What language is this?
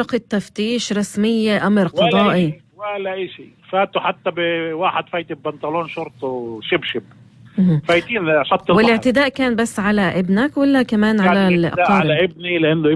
North Levantine Arabic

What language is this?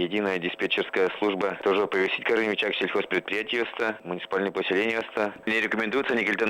Udmurt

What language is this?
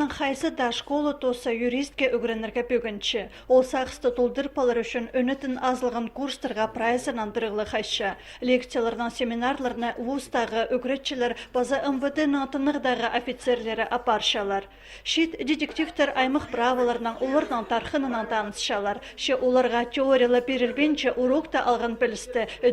Khakas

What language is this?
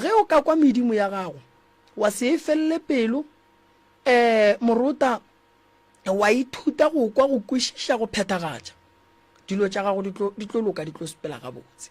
Northern Sotho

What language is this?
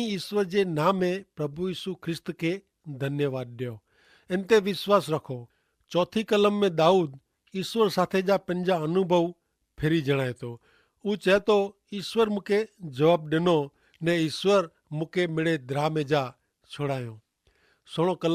Kachhi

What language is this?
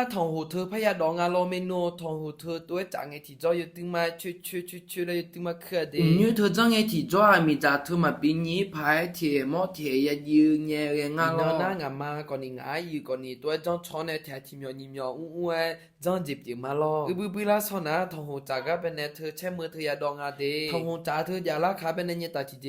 Akha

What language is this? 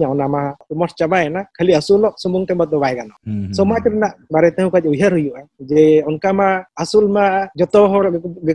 Santali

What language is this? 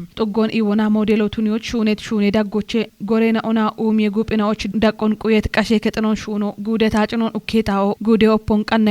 Kafa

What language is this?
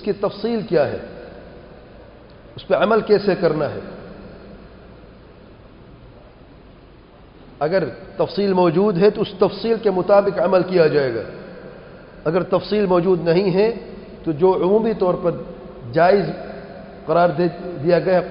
Urdu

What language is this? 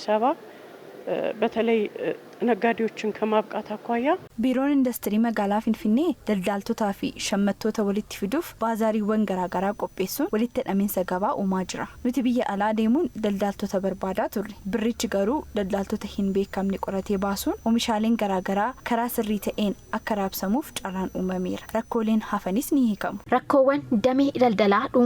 Oromo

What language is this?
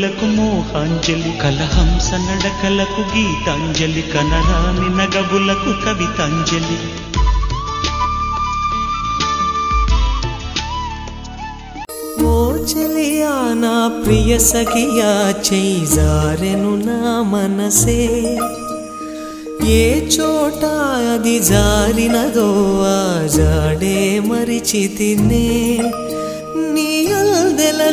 Telugu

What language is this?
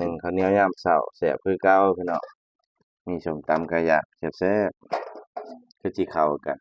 Northeastern Thai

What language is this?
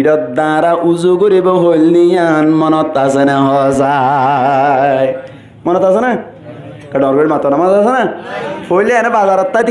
Rohingya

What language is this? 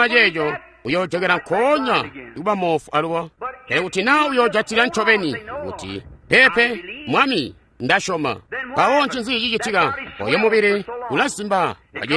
Tonga (Zambia)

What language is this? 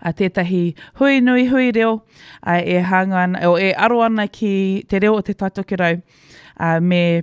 Māori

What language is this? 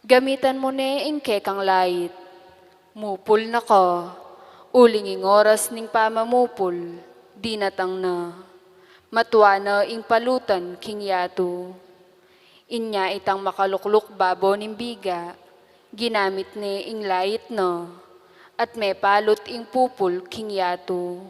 Pampanga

